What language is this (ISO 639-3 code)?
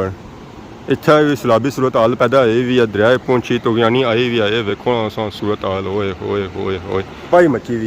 phr